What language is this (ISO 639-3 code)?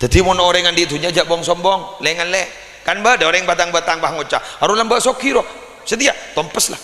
mad